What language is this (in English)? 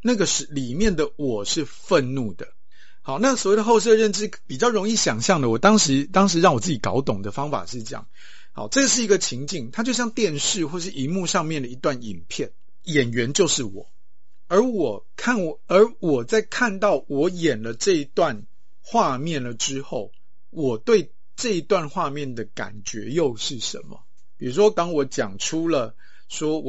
Chinese